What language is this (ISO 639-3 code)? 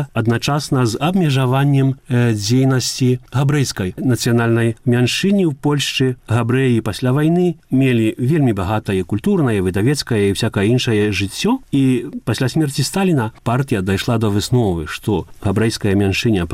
bel